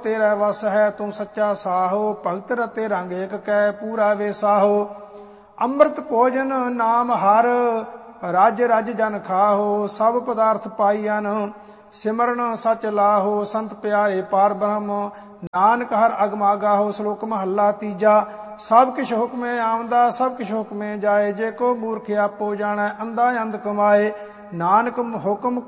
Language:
Punjabi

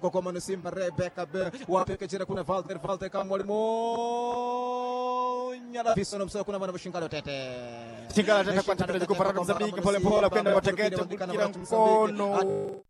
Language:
Swahili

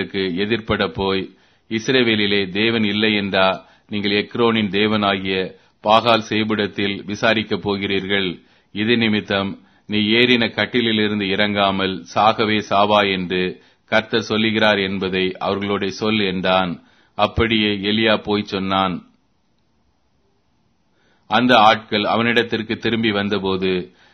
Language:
Tamil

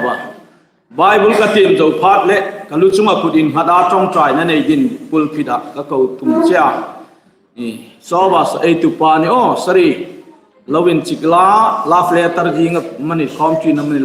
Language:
Hmar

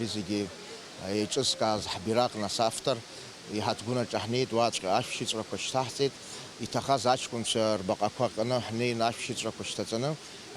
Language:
Abkhazian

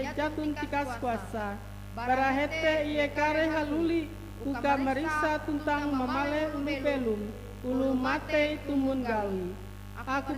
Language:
Ngaju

